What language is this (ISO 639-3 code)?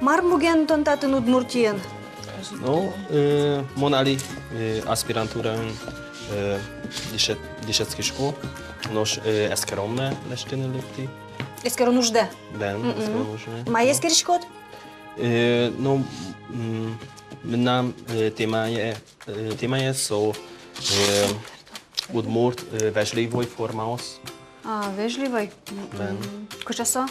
udm